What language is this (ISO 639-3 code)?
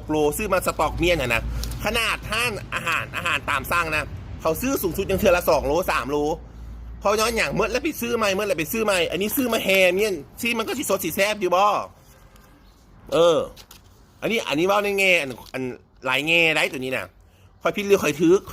lao